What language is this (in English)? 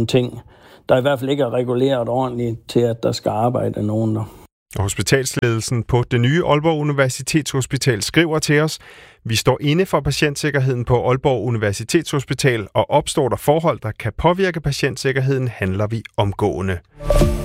Danish